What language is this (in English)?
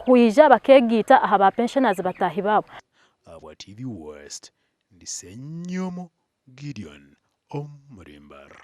Nyankole